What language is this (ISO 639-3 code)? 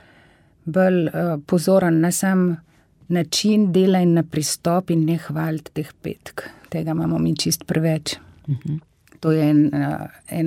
slv